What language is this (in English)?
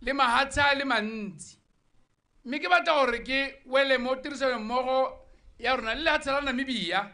Tswana